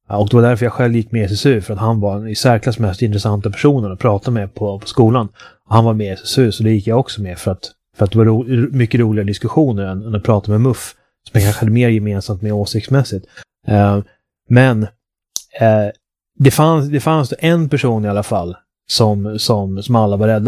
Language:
Swedish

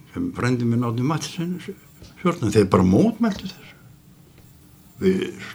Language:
Icelandic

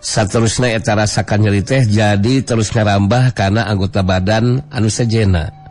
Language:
Sundanese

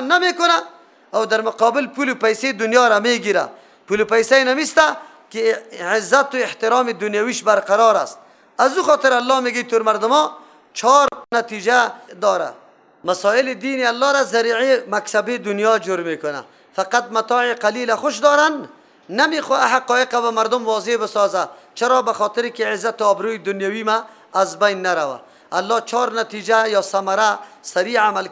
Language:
Persian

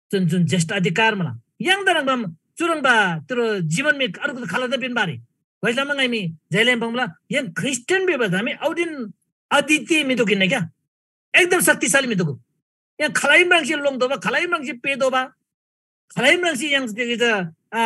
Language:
Eastern Tamang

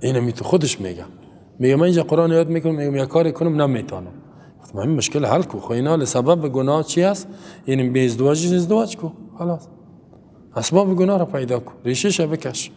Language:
Persian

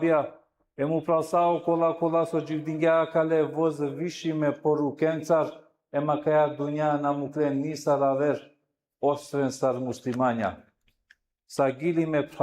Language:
Balkan Romani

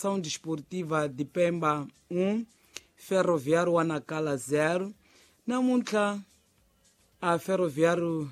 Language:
Tsonga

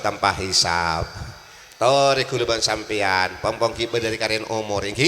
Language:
Madurese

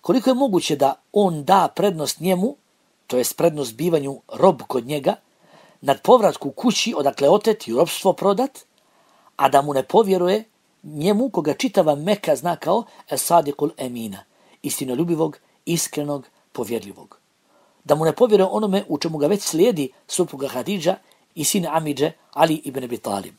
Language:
Bosnian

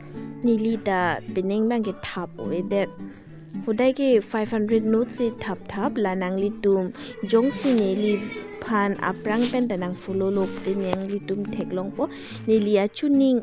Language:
Karbi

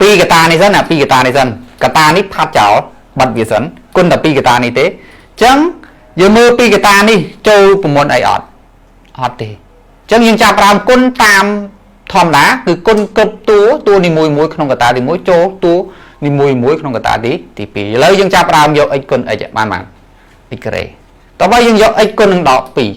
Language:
Khmer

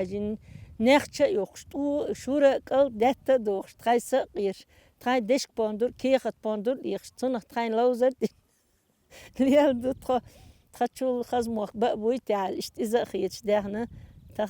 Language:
Chechen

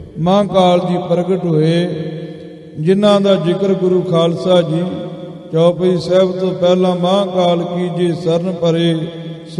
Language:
Punjabi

